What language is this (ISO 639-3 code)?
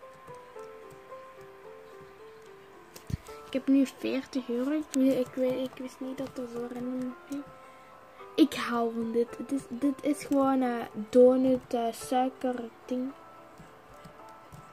nld